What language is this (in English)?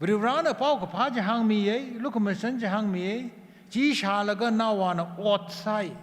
Tangkhul Naga (India)